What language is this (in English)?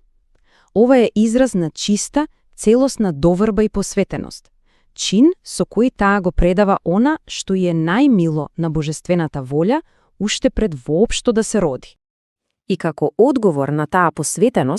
Macedonian